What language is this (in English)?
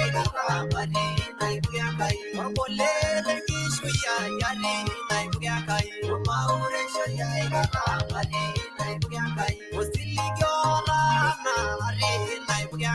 Masai